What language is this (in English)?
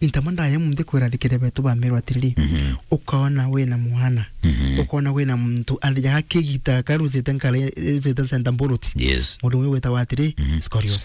Meru